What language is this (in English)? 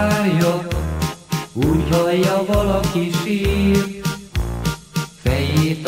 Hungarian